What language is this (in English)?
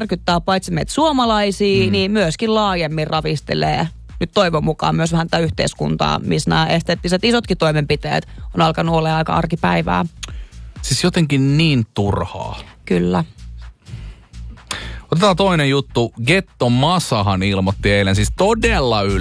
Finnish